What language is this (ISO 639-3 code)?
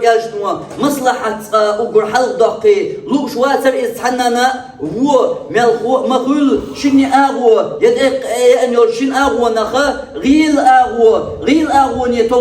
che